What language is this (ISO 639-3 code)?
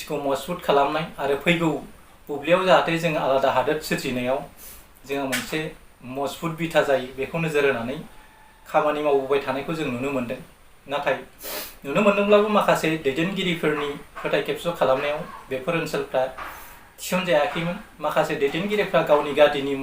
brx